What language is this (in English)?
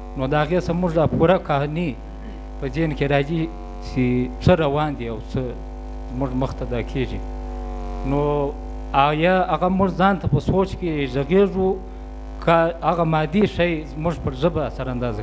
Pashto